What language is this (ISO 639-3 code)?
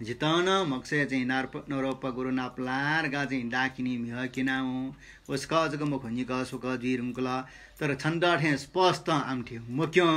new